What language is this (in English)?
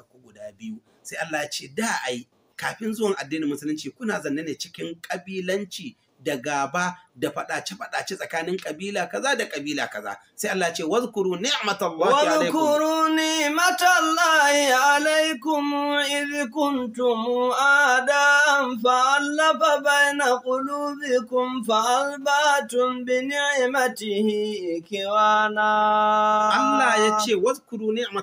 Hausa